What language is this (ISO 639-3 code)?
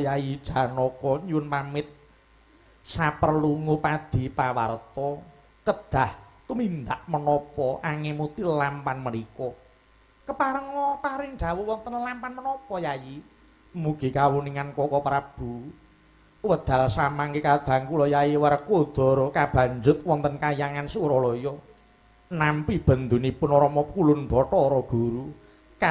jav